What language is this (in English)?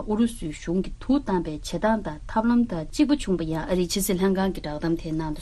Tibetan